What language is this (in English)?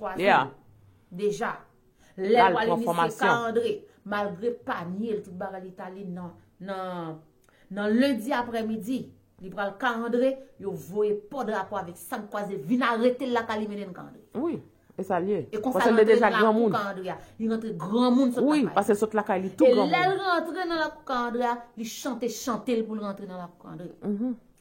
Haitian Creole